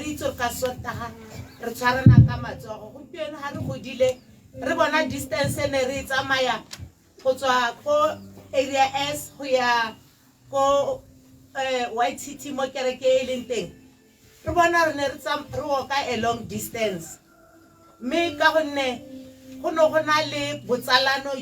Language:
Tswana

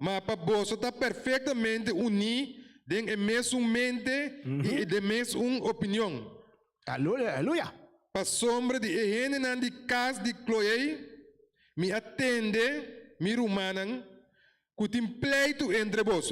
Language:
Papiamento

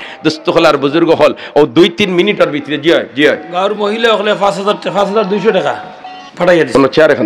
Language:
Sylheti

